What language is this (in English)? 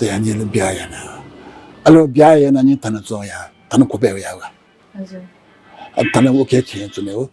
Newari